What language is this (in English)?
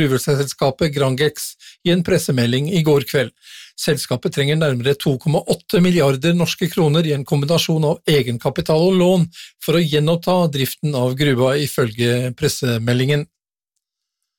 Norwegian